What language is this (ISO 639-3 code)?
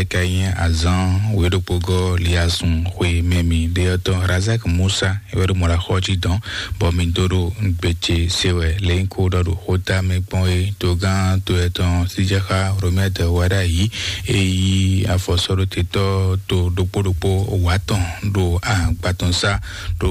fon